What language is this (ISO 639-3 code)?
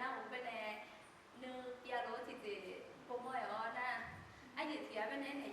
ahk